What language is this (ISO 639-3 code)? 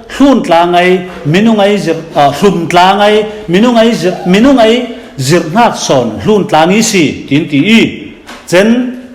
cfm